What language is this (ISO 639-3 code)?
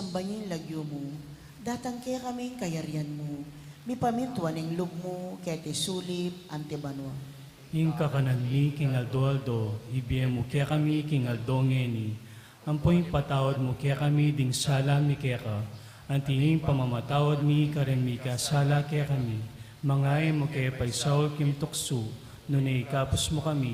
pam